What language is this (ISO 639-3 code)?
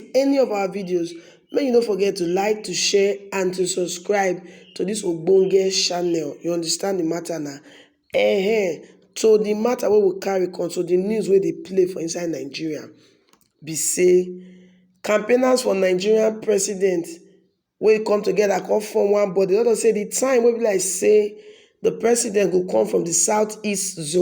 pcm